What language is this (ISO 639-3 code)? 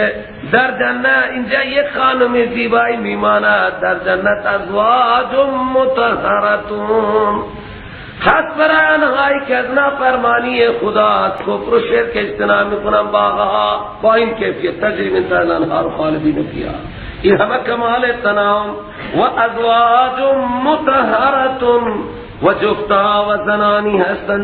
fas